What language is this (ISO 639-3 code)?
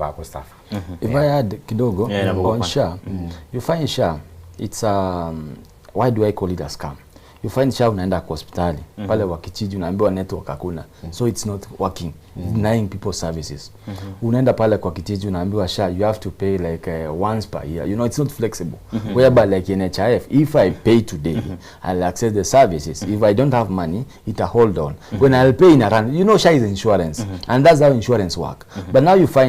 guz